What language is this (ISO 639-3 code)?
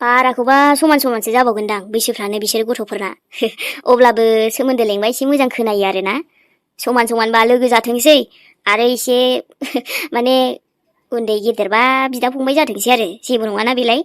brx